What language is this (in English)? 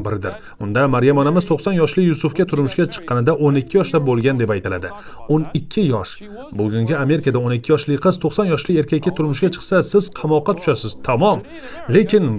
Uzbek